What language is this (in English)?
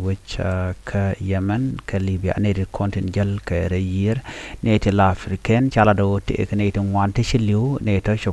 Nuer